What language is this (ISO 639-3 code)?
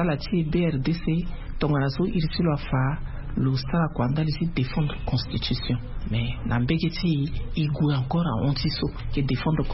sag